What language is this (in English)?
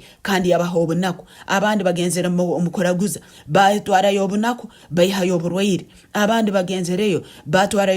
Tooro